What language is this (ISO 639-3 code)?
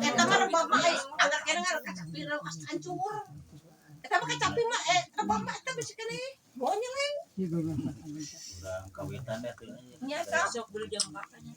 sun